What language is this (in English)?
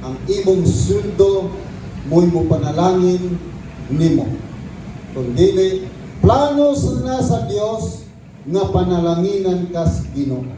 Cebuano